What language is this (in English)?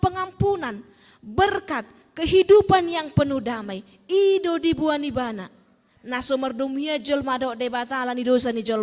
Batak Toba